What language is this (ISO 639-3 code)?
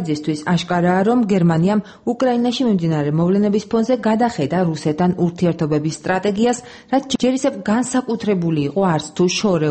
kat